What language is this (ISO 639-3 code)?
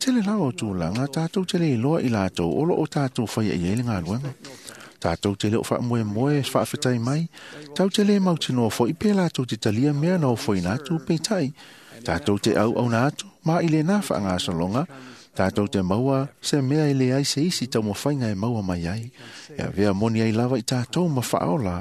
smo